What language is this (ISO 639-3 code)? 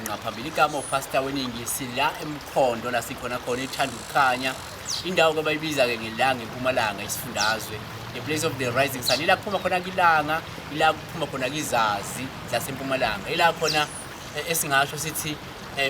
zul